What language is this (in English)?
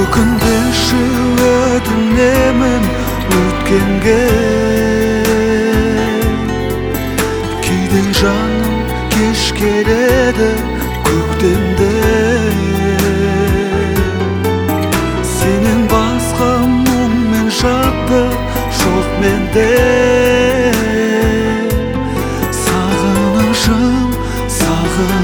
Kazakh